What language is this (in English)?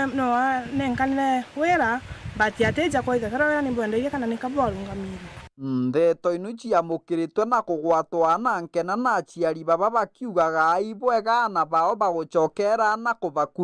Meru